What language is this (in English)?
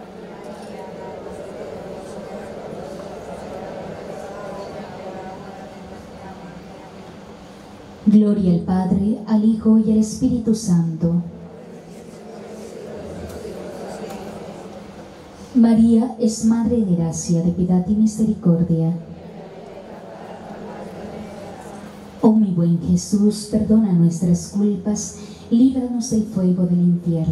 Spanish